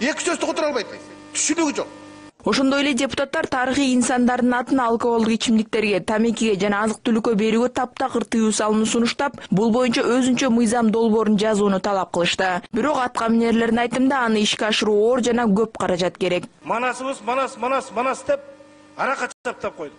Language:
Kyrgyz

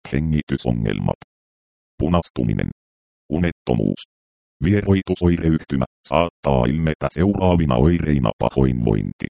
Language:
Finnish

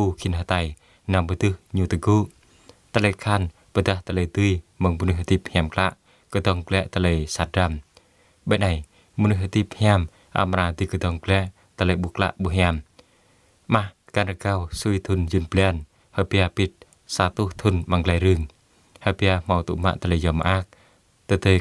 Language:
Jarai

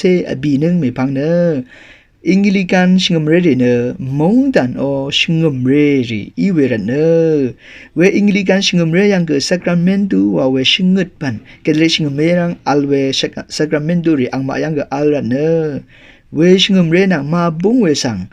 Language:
Rawang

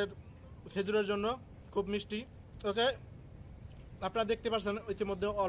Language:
Bangla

